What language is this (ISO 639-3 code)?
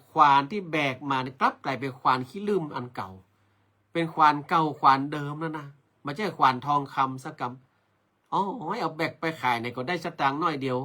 nod